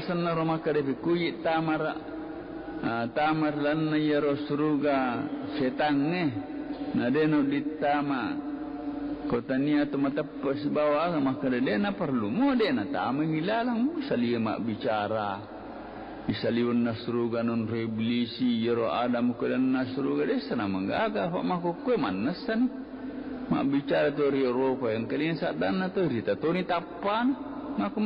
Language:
Buginese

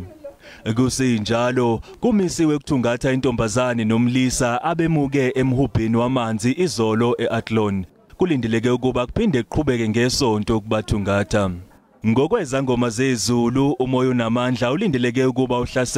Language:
Zulu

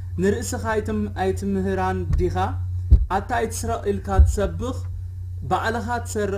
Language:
Tigrinya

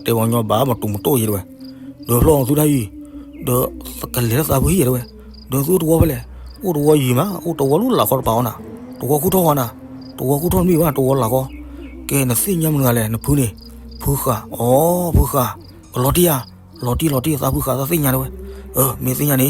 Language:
S'gaw Karen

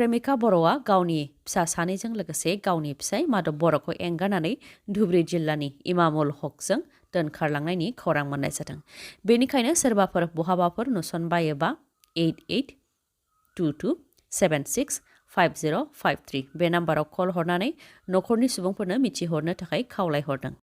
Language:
Bodo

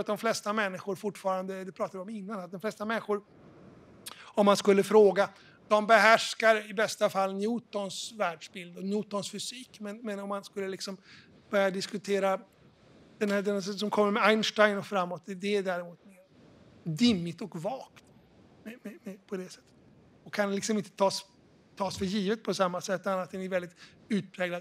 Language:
Swedish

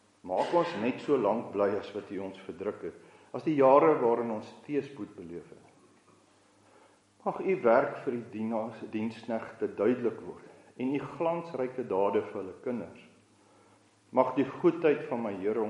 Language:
Afrikaans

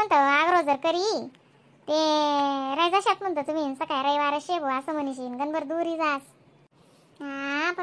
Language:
Khandesi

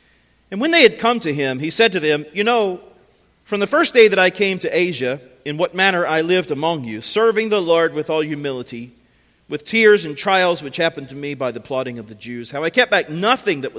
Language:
English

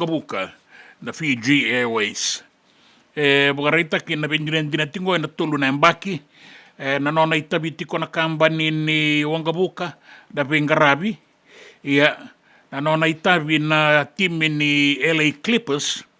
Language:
Fijian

